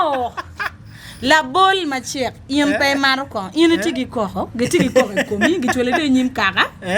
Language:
Acoli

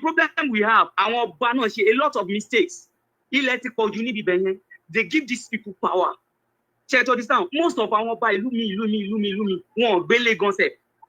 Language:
Yoruba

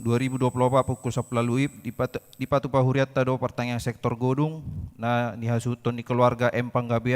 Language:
Batak Toba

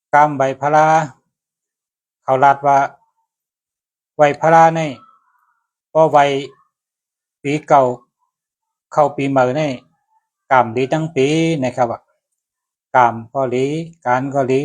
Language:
Shan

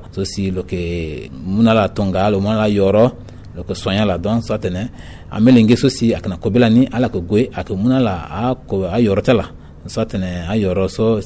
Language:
Sango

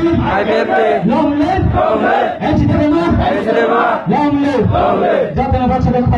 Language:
Kok Borok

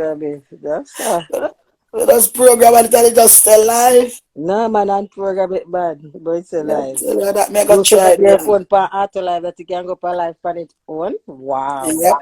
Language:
Jamaican Creole English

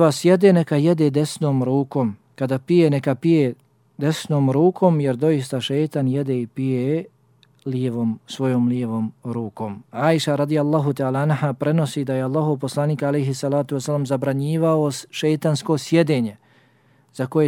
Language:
Bosnian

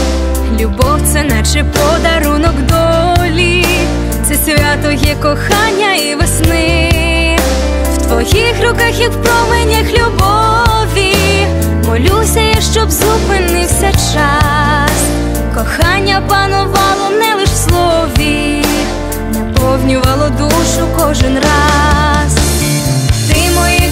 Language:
Ukrainian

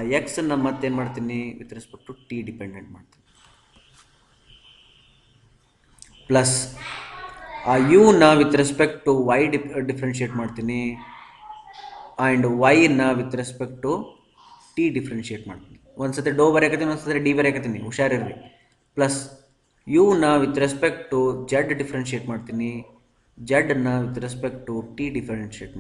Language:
Kannada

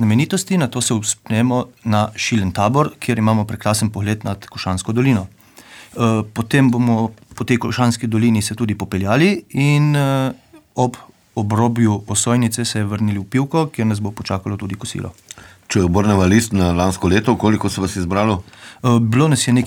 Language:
Slovenian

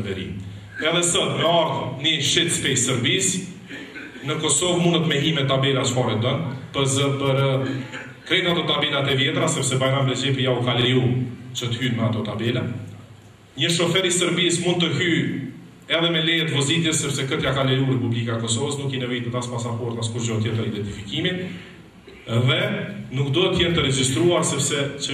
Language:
Albanian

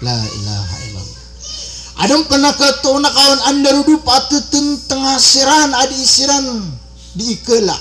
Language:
Maranao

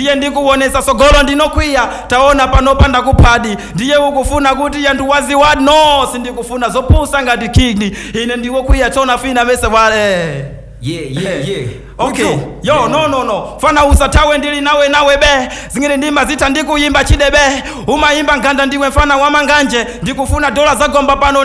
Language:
Nyanja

